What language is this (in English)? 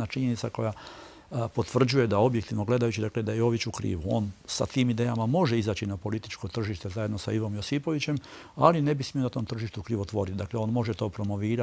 Croatian